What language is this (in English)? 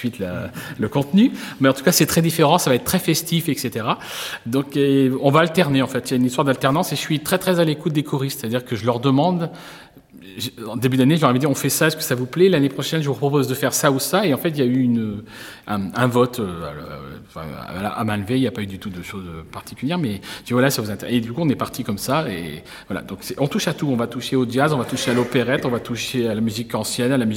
French